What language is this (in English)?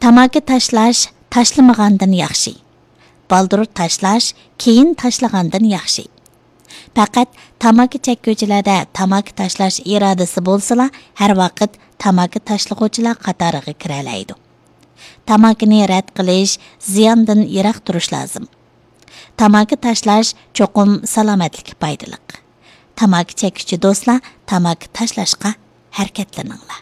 Uyghur